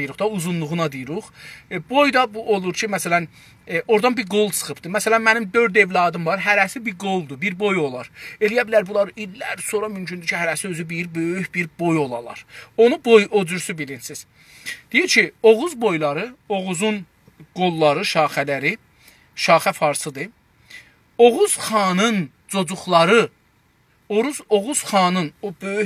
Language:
South Azerbaijani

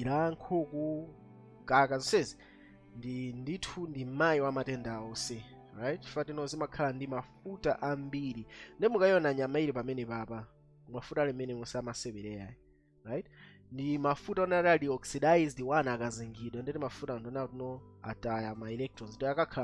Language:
Nyanja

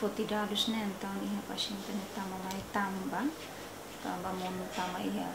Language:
Tetum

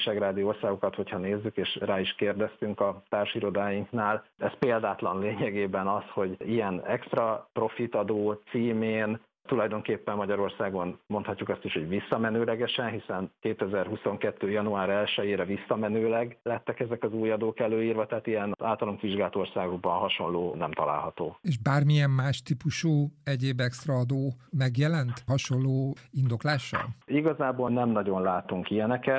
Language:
Hungarian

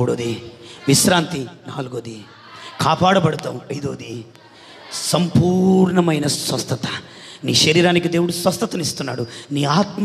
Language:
Telugu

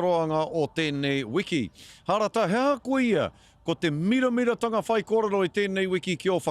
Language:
Māori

